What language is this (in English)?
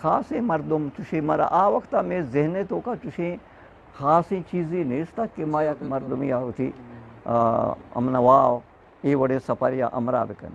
Eastern Balochi